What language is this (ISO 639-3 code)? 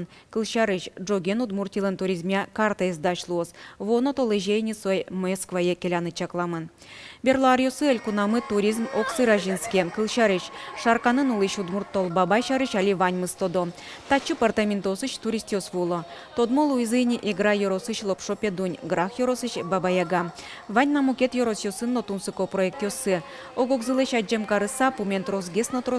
udm